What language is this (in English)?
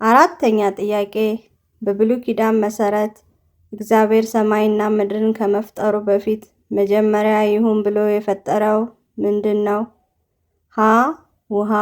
Amharic